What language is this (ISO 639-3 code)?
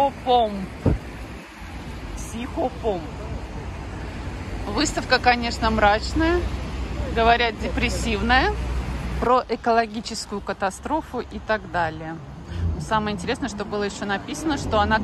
rus